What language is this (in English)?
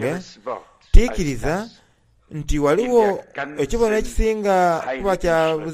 Soga